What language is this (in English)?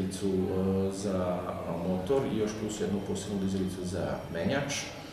Serbian